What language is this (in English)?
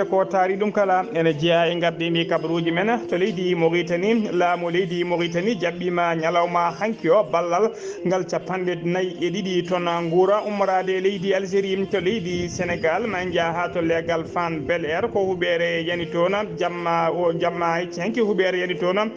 Fula